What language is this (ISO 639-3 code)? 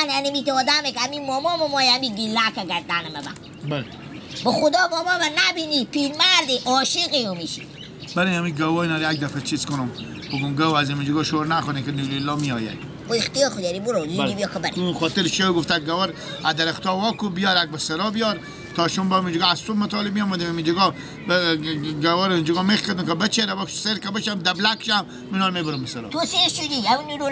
fas